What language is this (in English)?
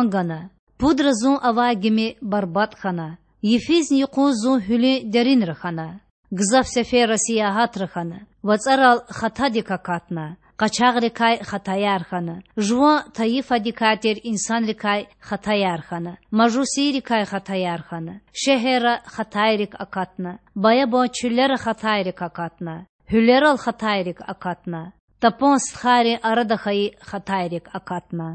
Lezghian